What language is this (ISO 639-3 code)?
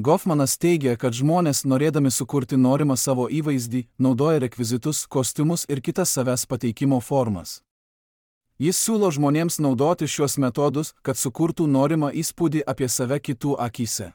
lit